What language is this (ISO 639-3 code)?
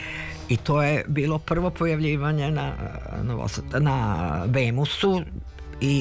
srp